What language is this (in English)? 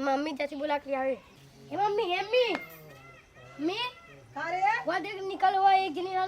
Awadhi